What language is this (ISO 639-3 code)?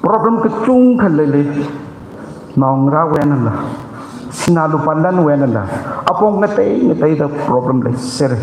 nmf